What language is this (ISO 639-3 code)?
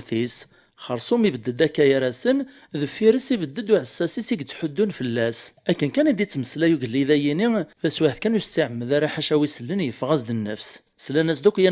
kab